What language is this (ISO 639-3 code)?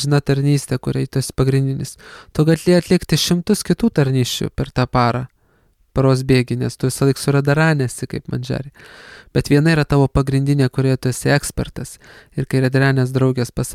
lit